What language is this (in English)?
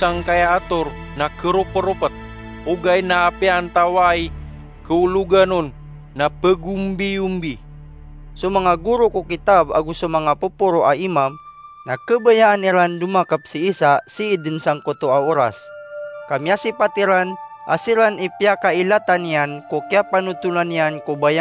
Maranao